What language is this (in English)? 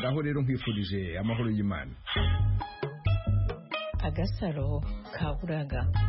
Kinyarwanda